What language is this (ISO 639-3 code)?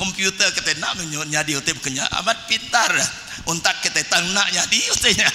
iba